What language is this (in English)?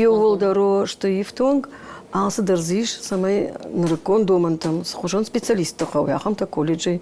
Ossetic